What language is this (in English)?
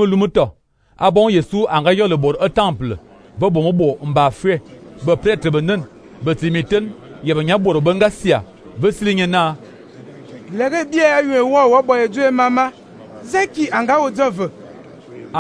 Fang